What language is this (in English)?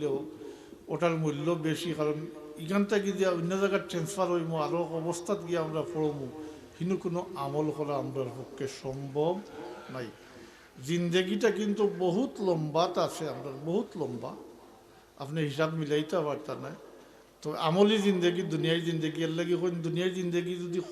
Sylheti